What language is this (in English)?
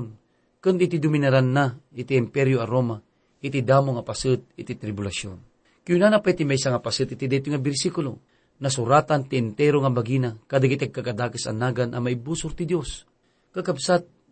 Iloko